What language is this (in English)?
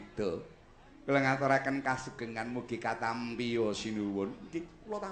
Javanese